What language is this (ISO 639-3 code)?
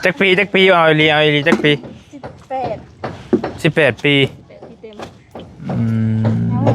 tts